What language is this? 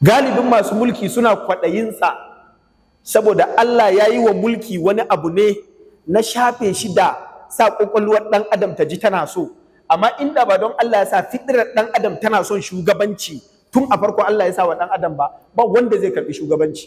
Hausa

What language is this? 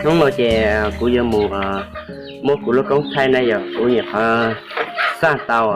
Hmong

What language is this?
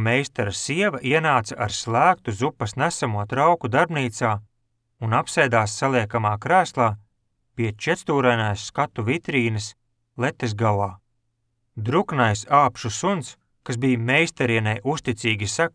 Latvian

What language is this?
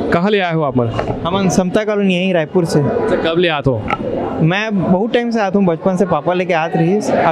Chhattisgarhi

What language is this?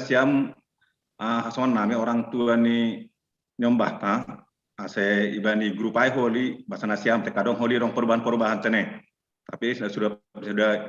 Batak Simalungun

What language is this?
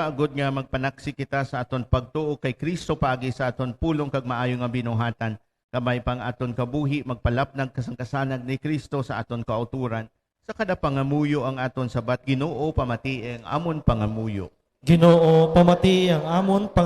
Hiligaynon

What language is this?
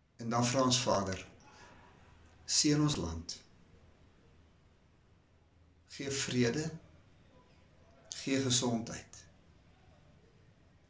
Afrikaans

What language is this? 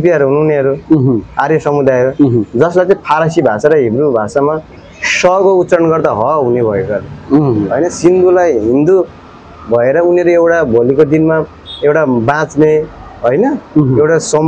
Nepali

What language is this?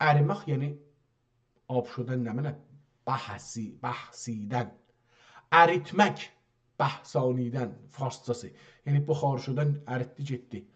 South Azerbaijani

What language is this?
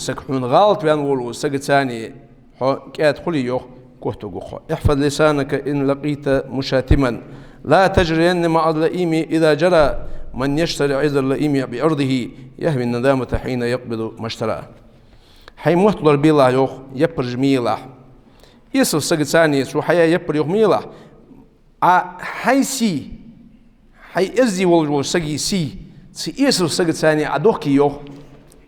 Ingush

